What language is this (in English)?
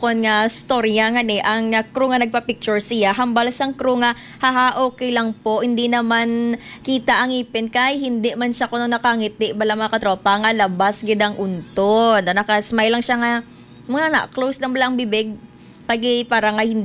Hiligaynon